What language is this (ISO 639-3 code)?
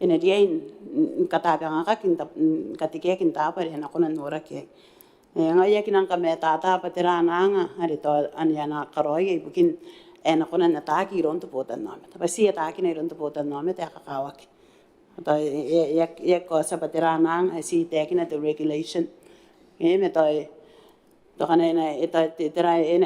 gil